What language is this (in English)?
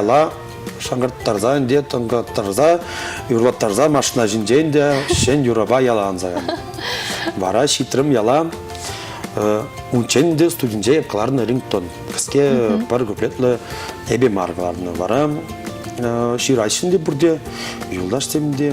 Chuvash